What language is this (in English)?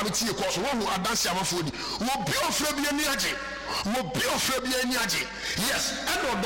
Akan